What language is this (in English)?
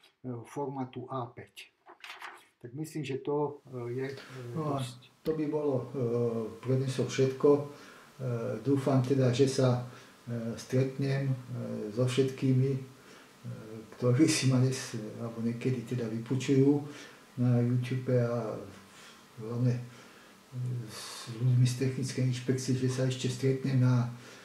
Slovak